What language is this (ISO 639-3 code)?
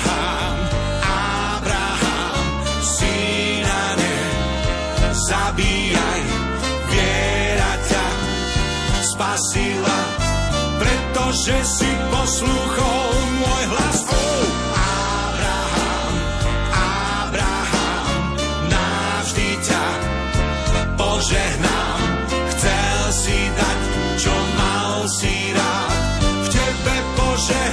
slk